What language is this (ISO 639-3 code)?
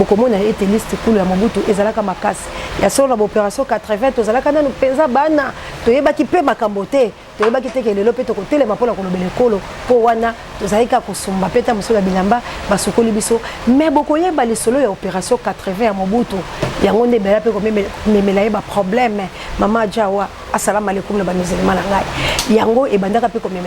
lin